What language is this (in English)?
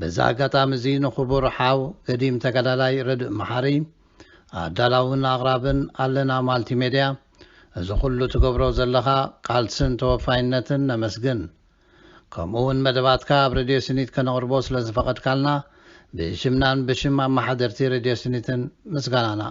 Tigrinya